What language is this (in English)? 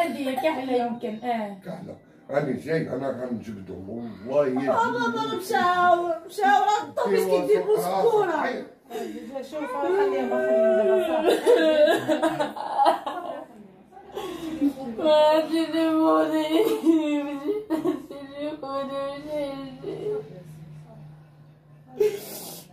Moroccan Arabic